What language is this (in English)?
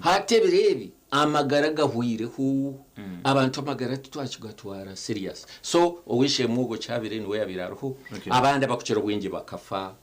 Nyankole